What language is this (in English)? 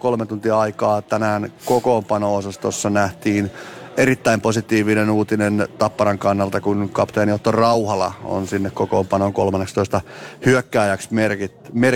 Finnish